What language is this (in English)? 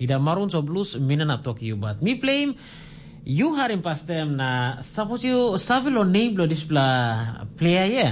Tok Pisin